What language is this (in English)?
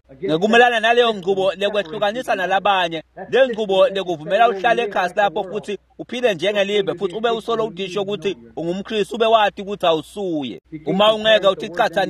Swati